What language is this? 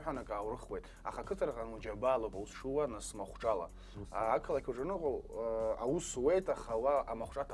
Abkhazian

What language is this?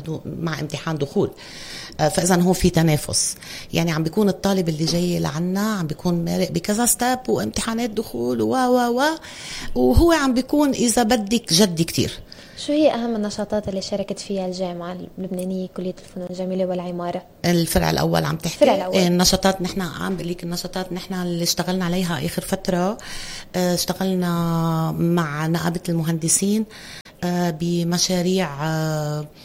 North Levantine Arabic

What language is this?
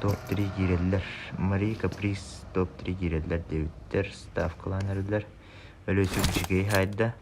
Yakut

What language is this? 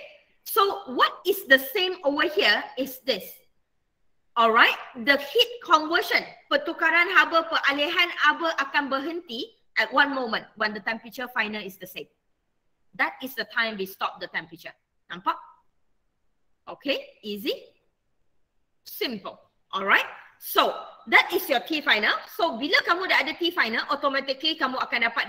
Malay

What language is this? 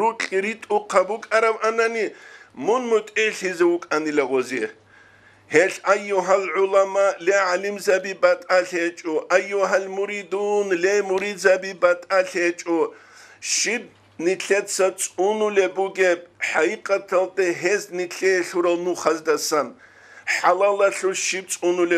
Avaric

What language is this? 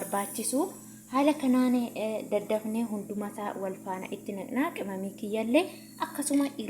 Oromo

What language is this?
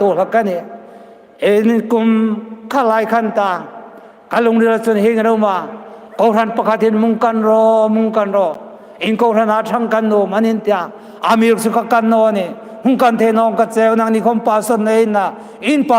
Hmar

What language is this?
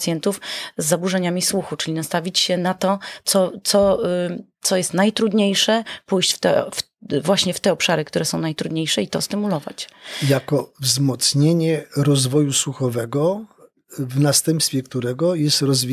Polish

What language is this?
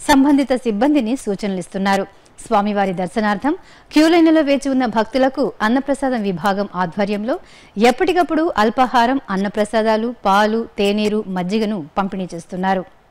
Telugu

